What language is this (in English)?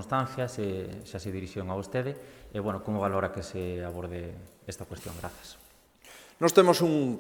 Galician